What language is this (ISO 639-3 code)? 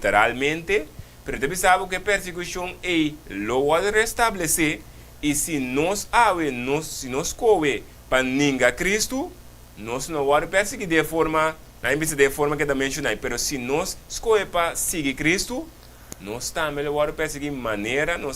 pap